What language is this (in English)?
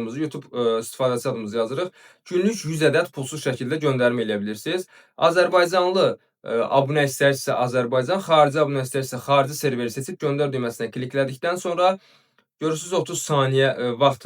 Azerbaijani